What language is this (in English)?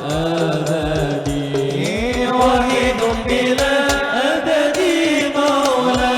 Banjar